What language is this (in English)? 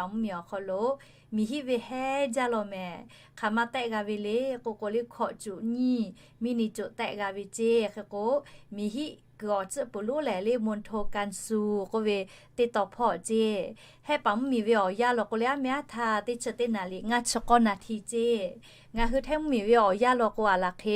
Lahu